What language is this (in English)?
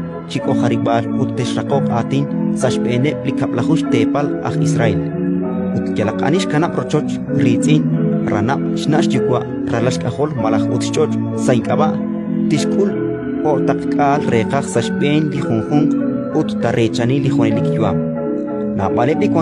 Kekchí